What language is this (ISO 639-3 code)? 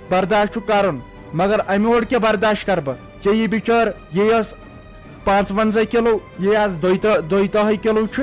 kas